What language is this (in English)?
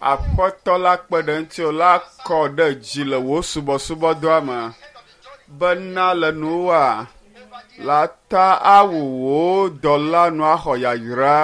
Ewe